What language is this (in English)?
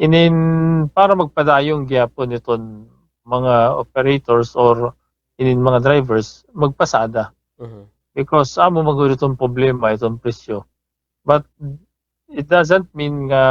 Waray